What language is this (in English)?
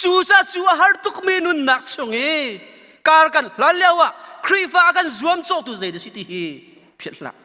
Hakha Chin